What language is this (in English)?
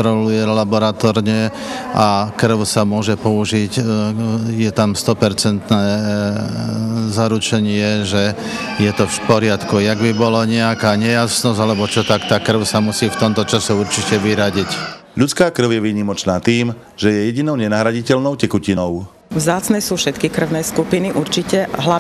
Slovak